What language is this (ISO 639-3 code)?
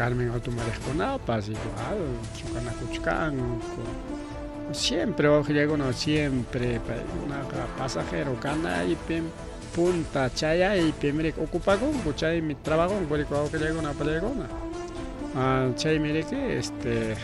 quy